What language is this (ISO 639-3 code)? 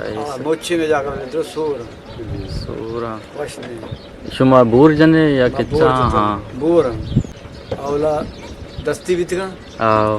bgp